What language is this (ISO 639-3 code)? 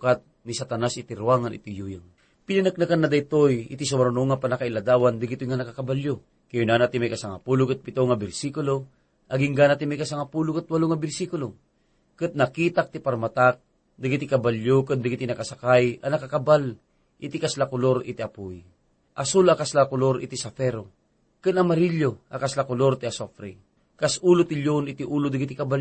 ilo